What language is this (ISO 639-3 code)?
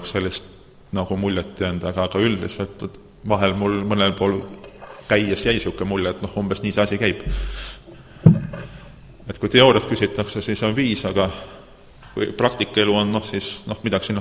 est